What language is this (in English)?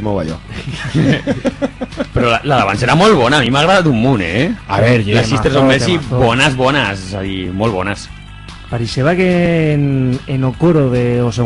Aragonese